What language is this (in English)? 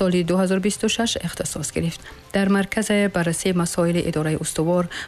Persian